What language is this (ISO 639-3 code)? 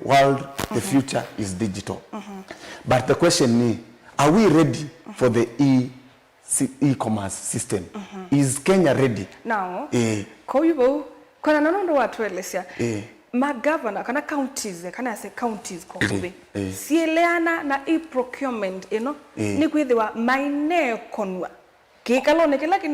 kam